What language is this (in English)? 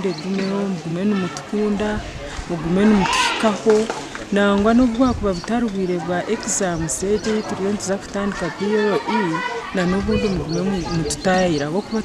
Nyankole